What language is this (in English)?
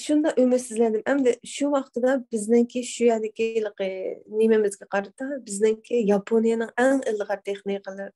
Uyghur